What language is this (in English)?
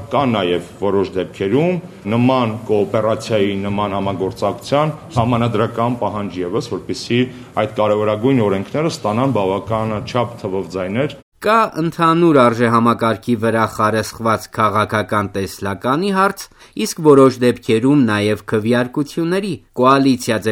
Armenian